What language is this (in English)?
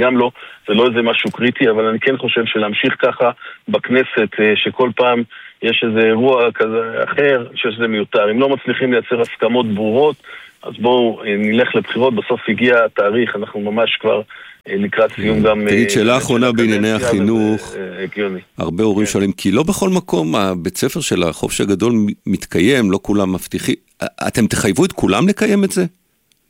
Hebrew